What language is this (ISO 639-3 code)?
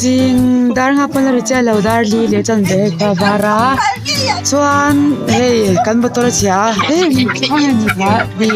lus